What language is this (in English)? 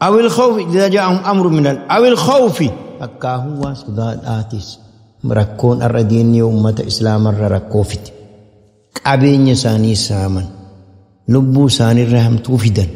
Oromo